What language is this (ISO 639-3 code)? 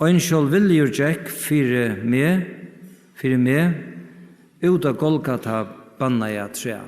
fao